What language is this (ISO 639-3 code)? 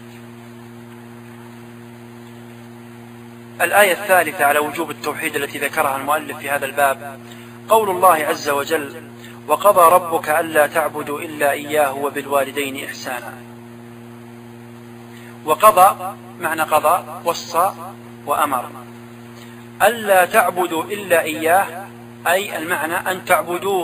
ara